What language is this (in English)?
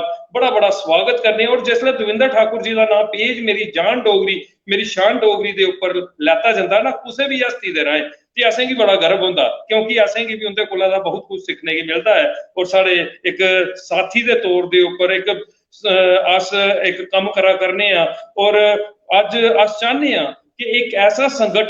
Dogri